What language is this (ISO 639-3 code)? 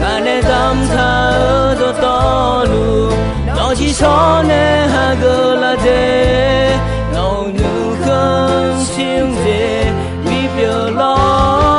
ahk